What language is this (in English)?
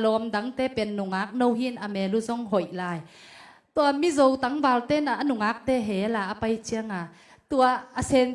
Tedim Chin